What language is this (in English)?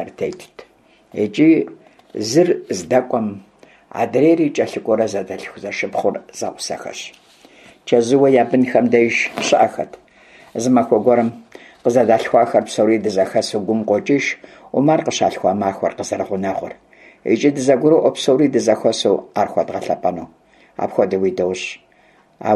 Kabardian